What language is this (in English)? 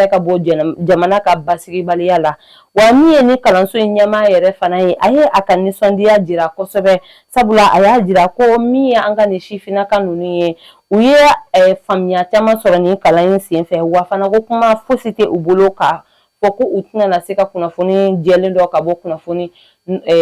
Bambara